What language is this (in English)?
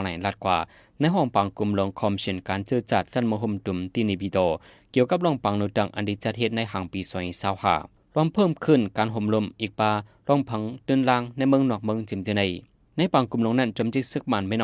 Shan